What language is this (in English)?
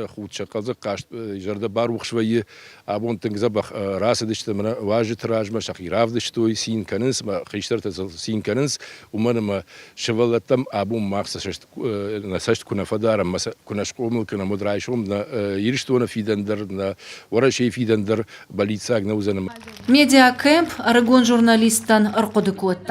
Ossetic